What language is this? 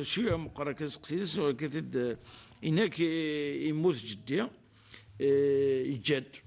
Kabyle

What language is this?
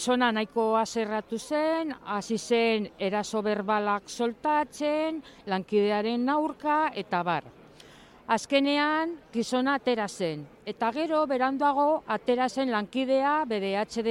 Basque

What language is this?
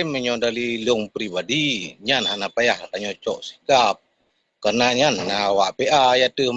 Achinese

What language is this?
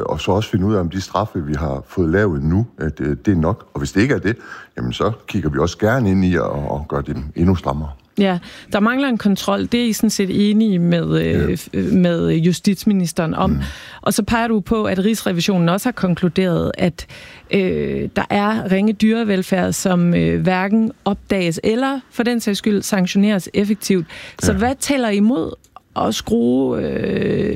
Danish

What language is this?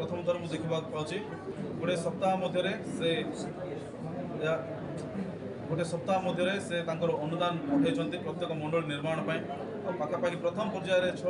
Odia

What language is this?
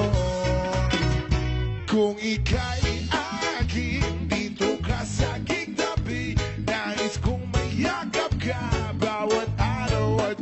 Filipino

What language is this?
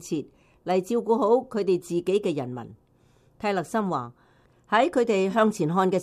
Cantonese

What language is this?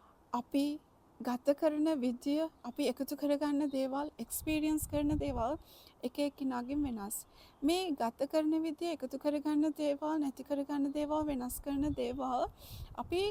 Sinhala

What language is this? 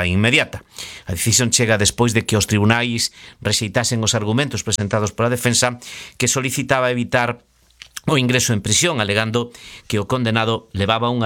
Galician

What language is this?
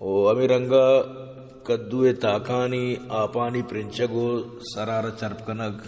Baluchi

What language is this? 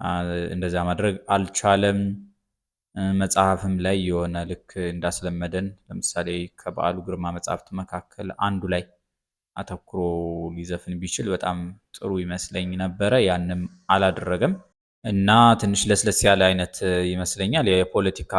Amharic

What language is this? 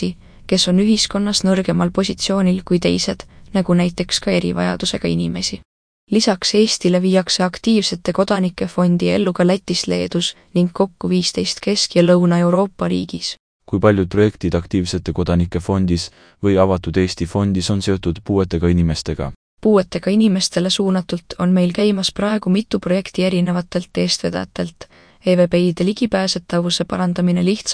Estonian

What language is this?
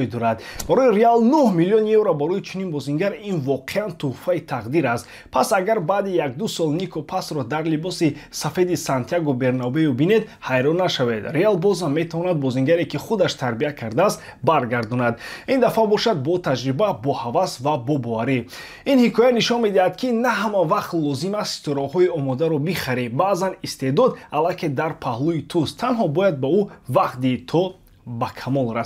Tajik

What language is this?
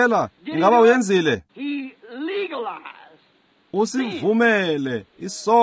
Xhosa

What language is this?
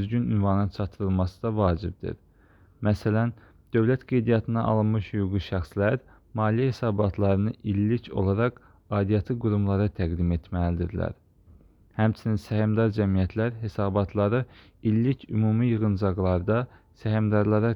Azerbaijani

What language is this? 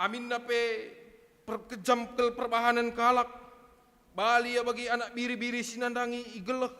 Batak Karo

